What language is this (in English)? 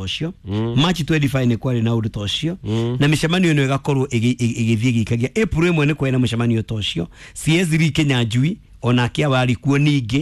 Kikuyu